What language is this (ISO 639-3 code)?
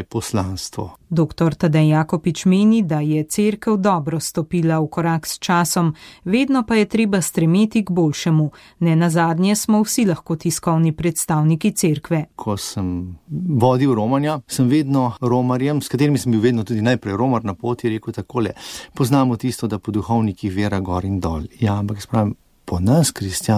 slv